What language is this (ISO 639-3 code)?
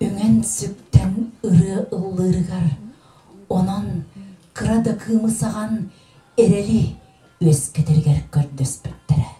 sah